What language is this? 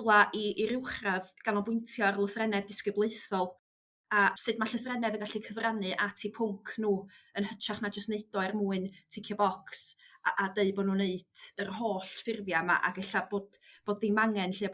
Welsh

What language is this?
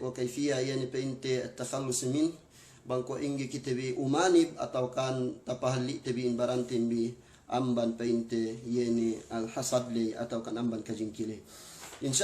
Yakan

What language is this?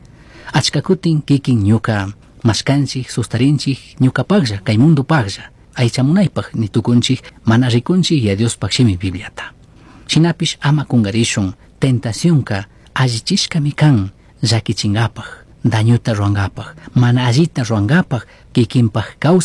Chimborazo Highland Quichua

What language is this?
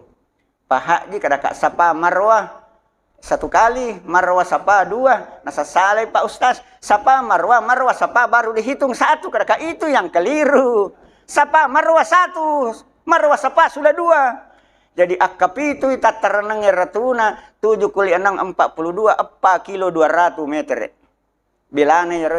Buginese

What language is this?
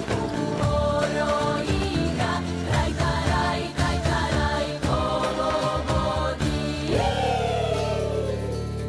Serbian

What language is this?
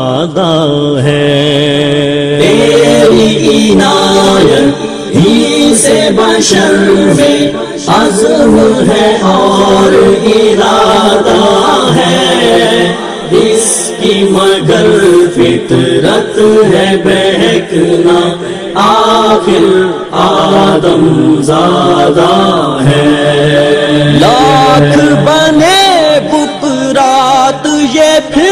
Urdu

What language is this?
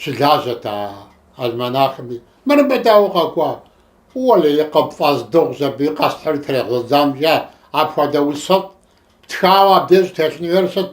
Kabardian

